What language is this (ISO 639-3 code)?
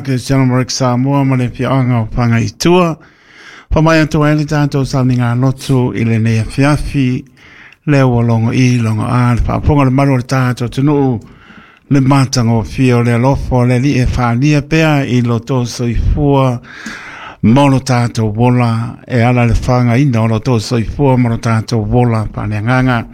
smo